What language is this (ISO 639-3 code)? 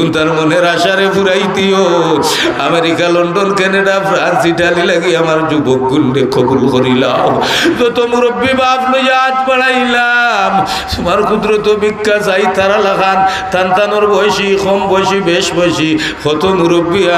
syl